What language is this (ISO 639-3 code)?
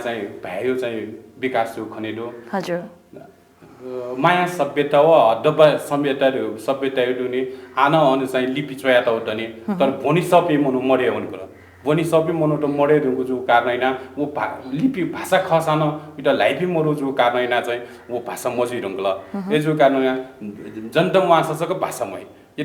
new